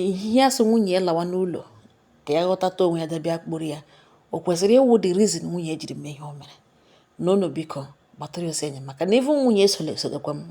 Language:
Igbo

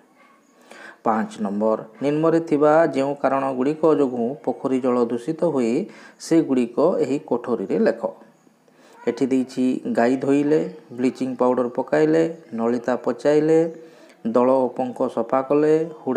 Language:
Odia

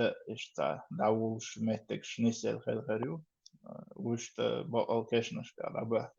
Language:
Chechen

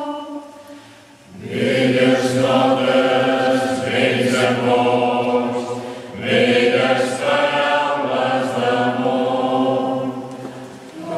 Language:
Catalan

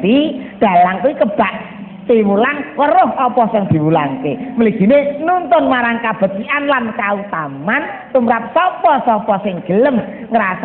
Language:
Javanese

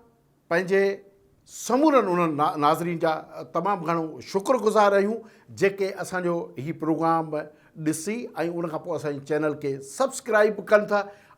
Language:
Sindhi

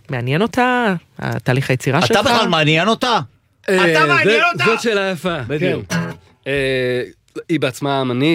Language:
Hebrew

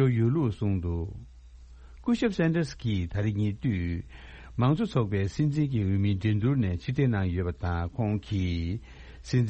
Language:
Tibetan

